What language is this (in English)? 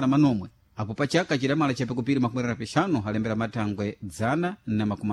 Sena